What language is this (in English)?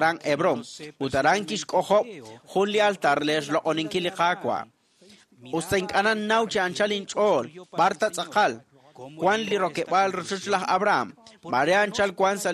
Kekchí